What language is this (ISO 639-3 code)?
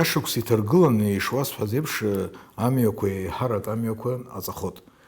abk